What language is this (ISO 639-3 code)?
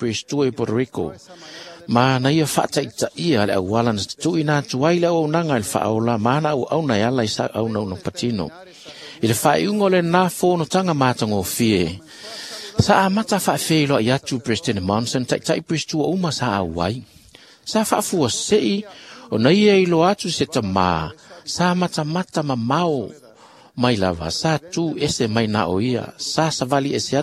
smo